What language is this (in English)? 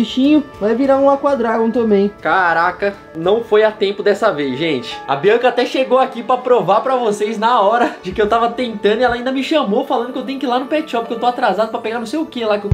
Portuguese